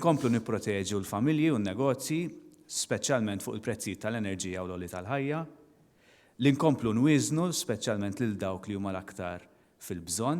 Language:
Maltese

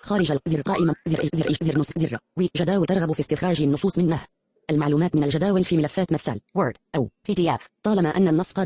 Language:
Najdi Arabic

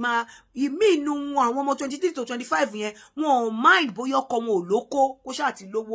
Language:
Yoruba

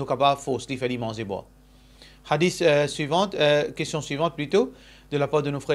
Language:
Morisyen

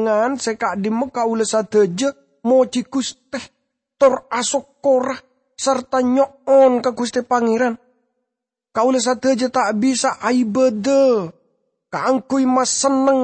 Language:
Madurese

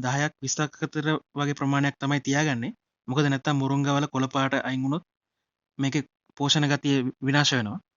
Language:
Sinhala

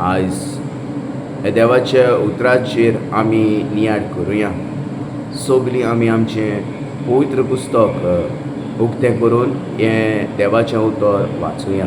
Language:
Konkani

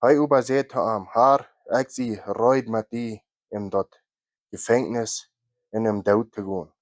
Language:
Plautdietsch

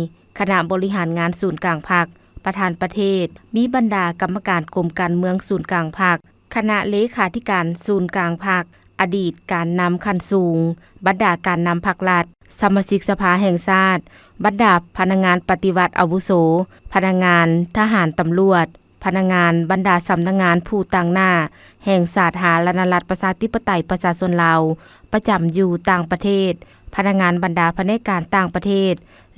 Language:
Lao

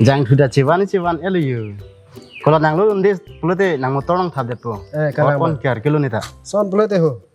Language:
Karbi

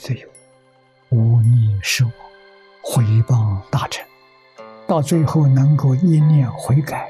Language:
Chinese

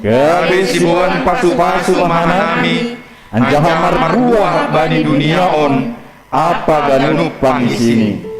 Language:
Batak Simalungun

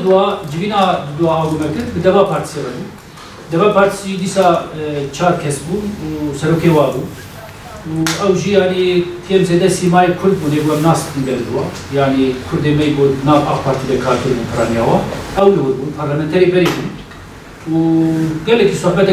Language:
Kurdish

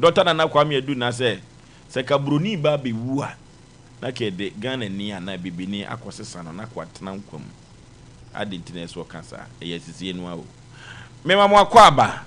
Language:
Akan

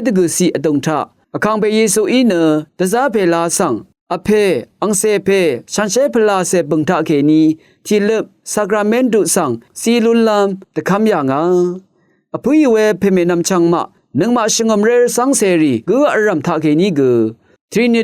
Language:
Rawang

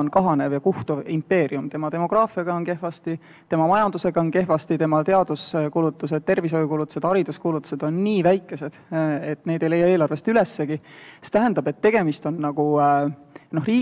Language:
Estonian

